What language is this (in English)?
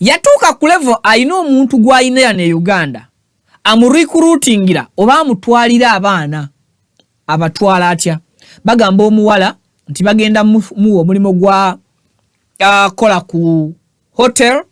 Ganda